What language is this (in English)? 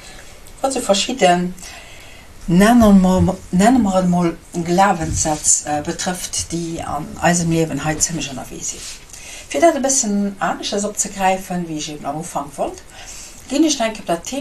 Luxembourgish